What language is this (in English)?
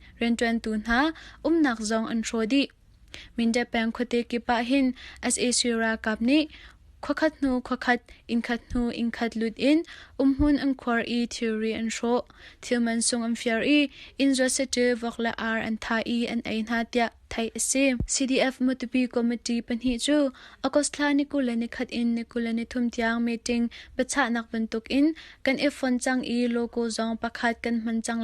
Hakha Chin